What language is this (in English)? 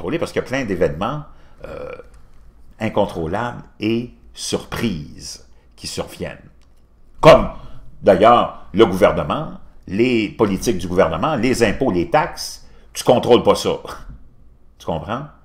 French